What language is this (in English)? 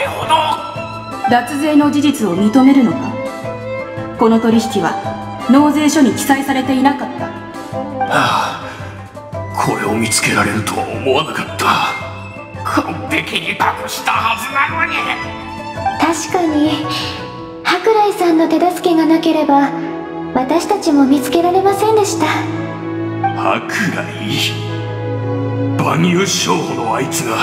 Japanese